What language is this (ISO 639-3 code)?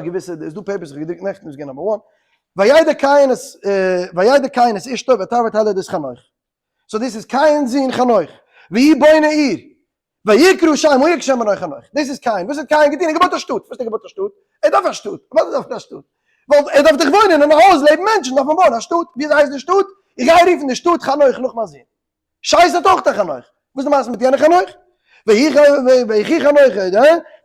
yid